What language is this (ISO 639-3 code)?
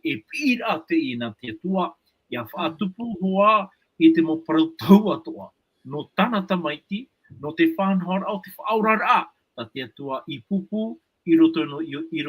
tah